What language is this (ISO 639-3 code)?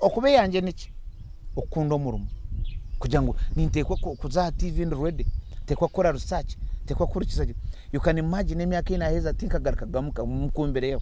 nyn